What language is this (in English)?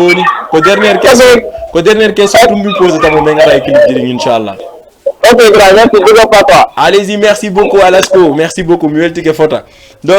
Fula